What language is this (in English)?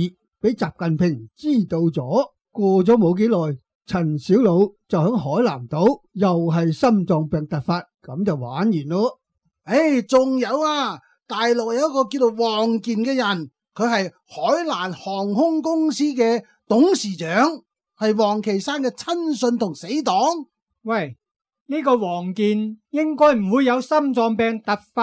Cantonese